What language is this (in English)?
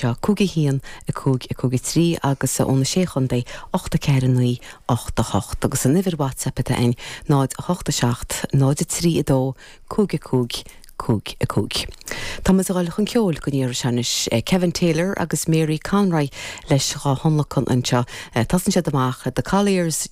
Irish